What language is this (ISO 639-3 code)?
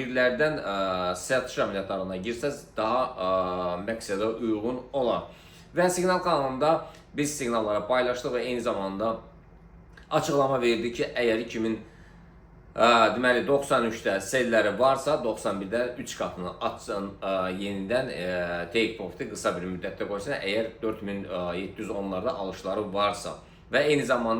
aze